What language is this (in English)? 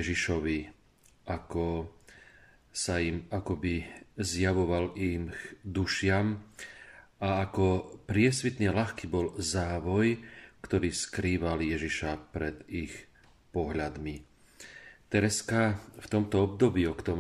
Slovak